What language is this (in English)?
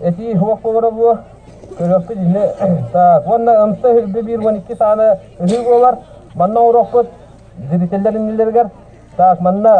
Yakut